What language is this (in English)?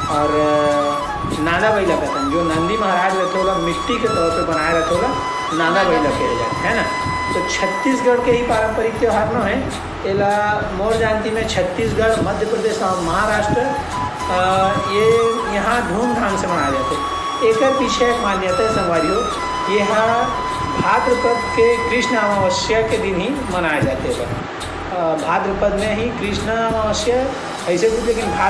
Chhattisgarhi